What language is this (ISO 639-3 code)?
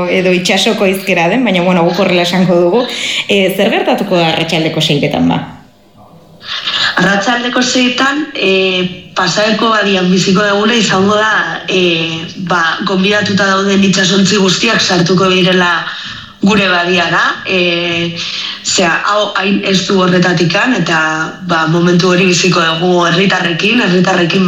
eus